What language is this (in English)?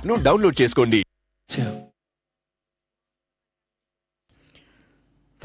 Telugu